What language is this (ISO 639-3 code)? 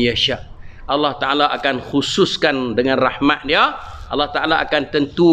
msa